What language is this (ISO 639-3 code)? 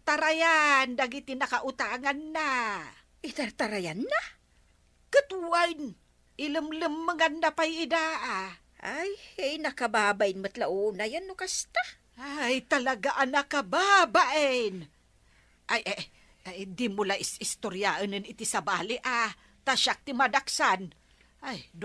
ilo